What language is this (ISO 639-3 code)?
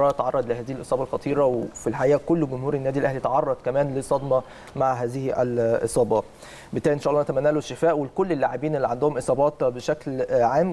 arz